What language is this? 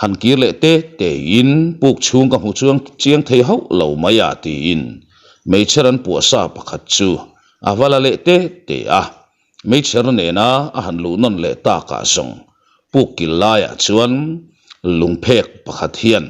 Mizo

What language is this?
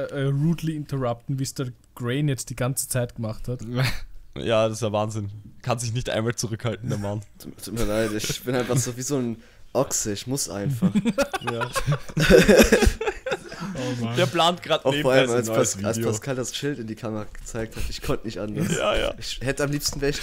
German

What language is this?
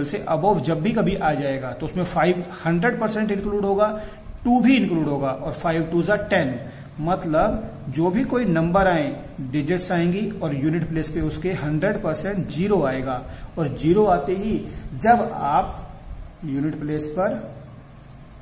Hindi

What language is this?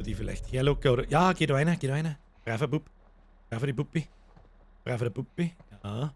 Bavarian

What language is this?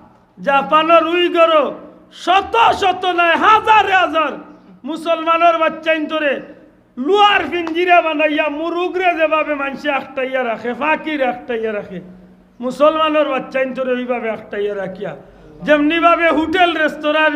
Sylheti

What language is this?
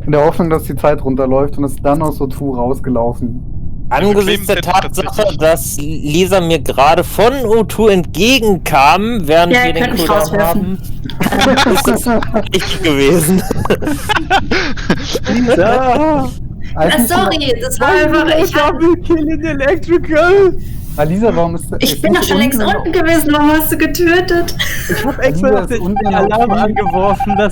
Swiss German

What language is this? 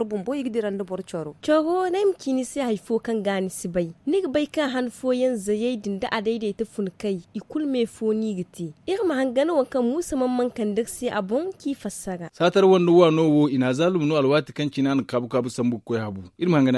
Zarma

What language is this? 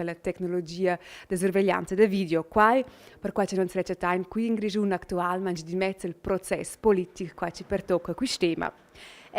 Romansh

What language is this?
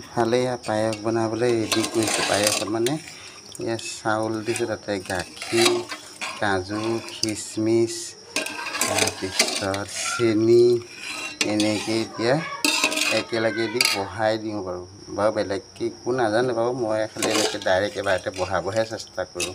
Assamese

